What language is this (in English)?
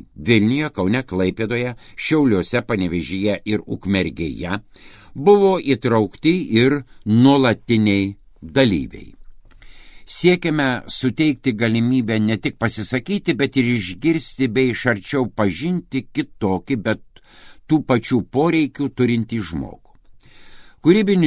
Lithuanian